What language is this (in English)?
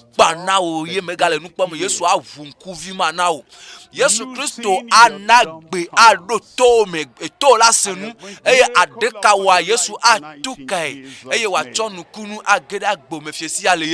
Ewe